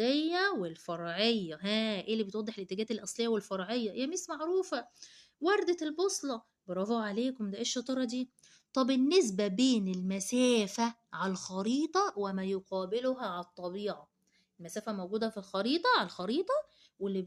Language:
Egyptian Arabic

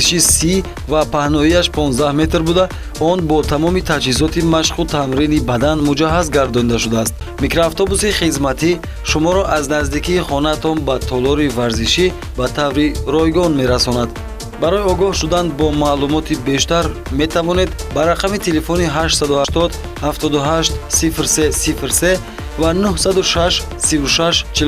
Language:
Tajik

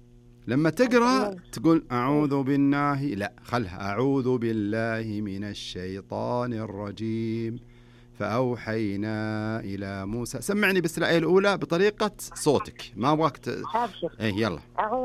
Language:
Najdi Arabic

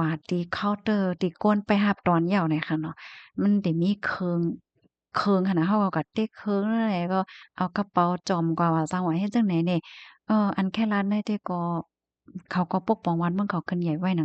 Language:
Shan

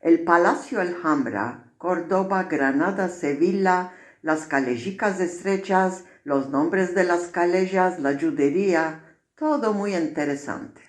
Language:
Ladino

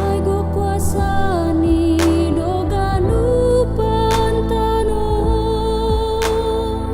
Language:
Batak Simalungun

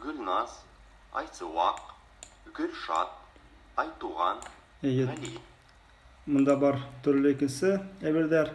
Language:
Bashkir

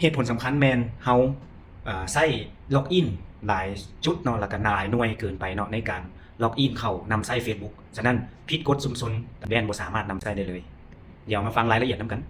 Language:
Lao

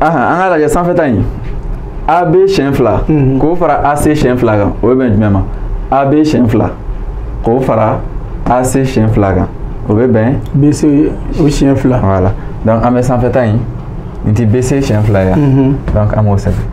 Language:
Bambara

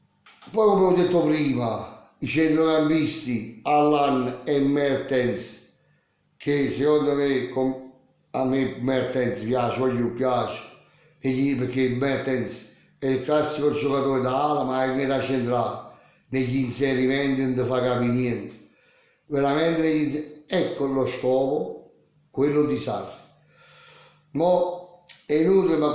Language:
Italian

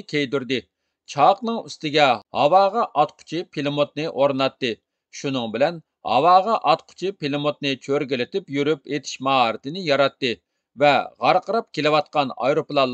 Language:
Uyghur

